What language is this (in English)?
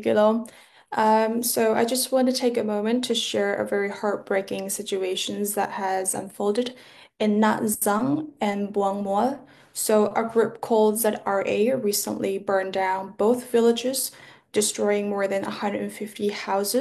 Hakha Chin